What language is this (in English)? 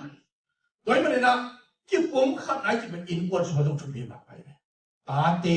Tedim Chin